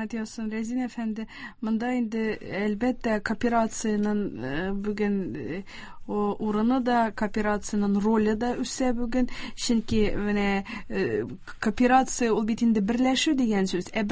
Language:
Tatar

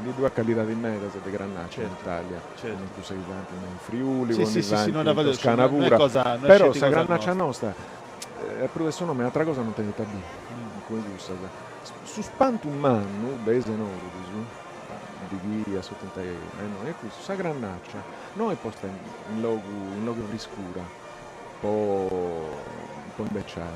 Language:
Sardinian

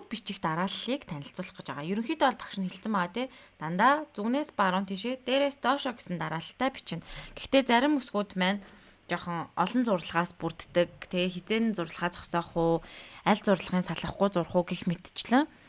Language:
Mongolian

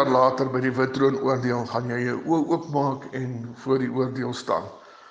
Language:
Afrikaans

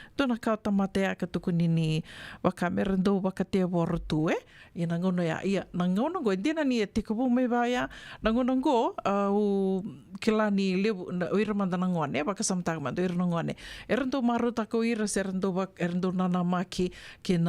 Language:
Fijian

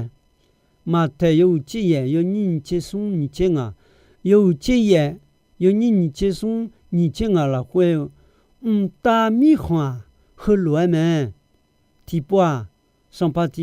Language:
Akha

